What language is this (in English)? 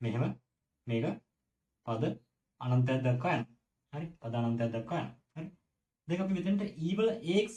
Sinhala